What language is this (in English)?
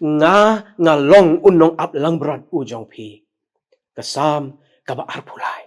Khasi